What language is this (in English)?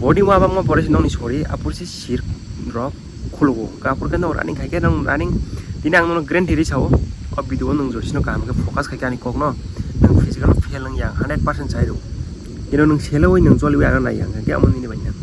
Kok Borok